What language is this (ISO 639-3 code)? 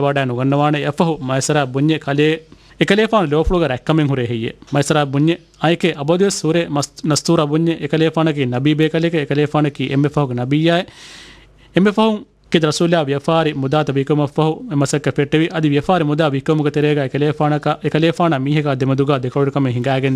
div